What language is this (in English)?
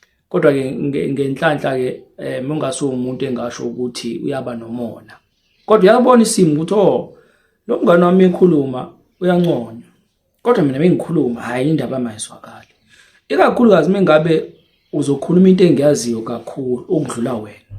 Zulu